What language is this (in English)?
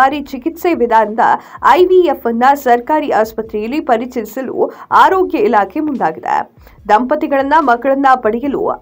Kannada